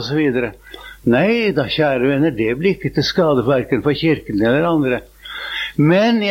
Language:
Norwegian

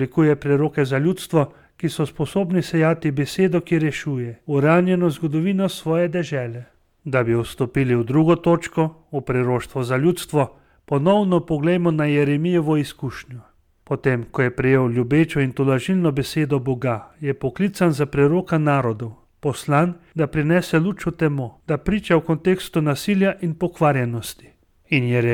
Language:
Slovenian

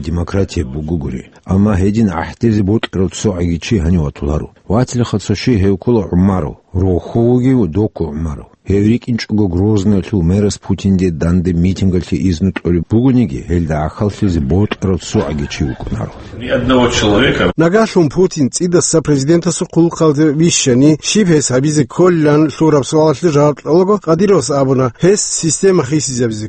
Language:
Avaric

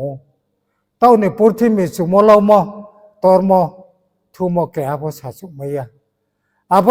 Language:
Riang (India)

